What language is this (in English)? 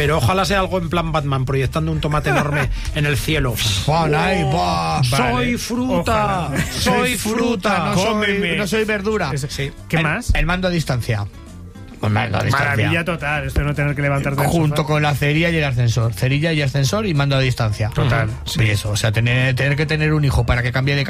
Spanish